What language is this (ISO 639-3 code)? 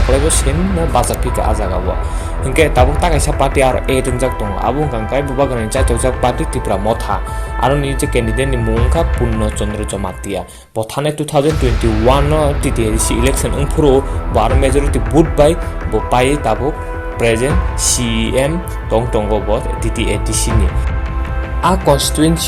trp